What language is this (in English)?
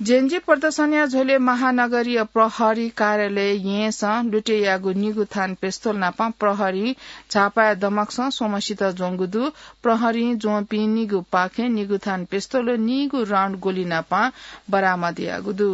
Newari